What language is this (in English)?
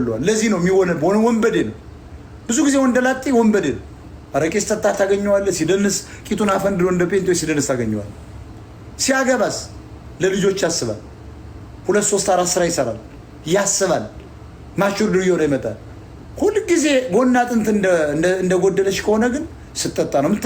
Amharic